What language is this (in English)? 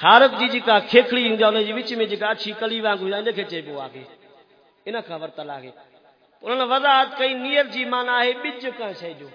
Saraiki